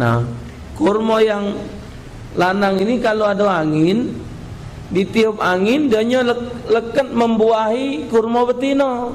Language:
Musi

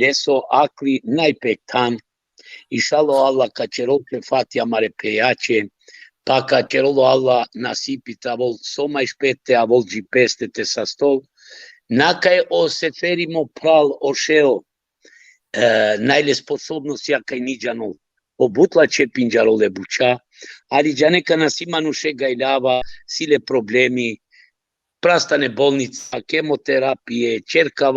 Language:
Balkan Romani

